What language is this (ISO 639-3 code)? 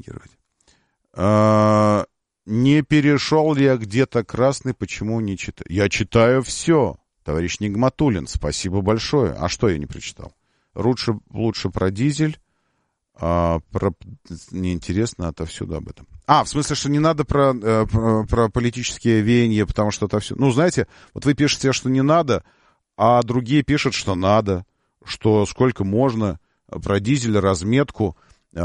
rus